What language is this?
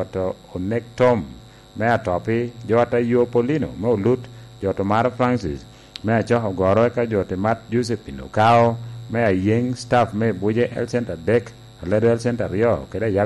Lango (Uganda)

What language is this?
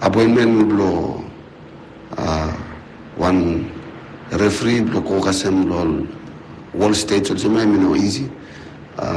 Bislama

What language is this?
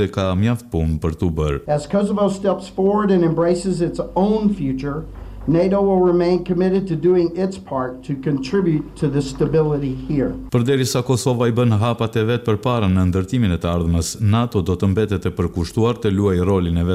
Albanian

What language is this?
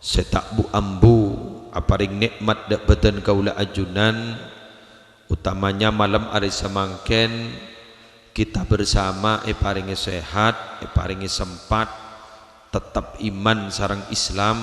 Madurese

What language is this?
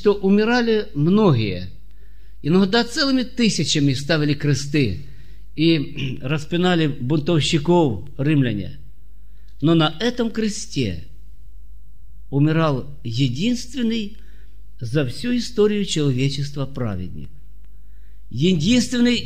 Russian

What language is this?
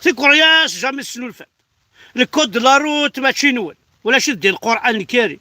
Kabyle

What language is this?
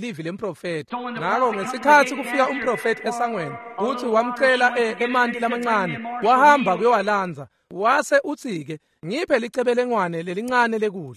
Swati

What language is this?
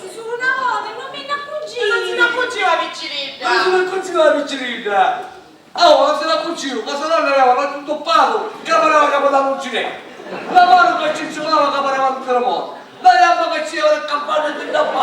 Sicilian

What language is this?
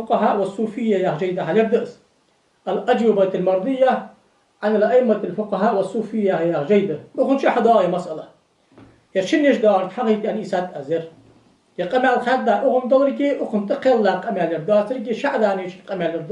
Ingush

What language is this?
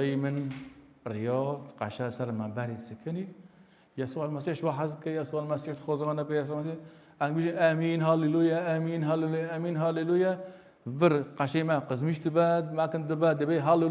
Kurdish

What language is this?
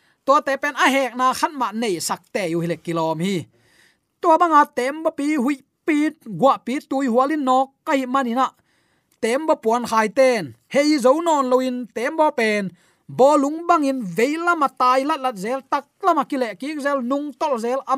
Tedim Chin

